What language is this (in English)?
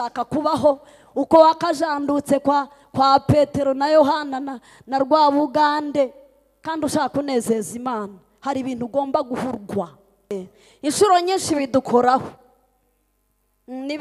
Kinyarwanda